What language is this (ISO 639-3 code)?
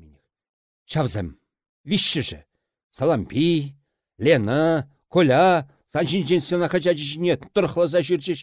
chv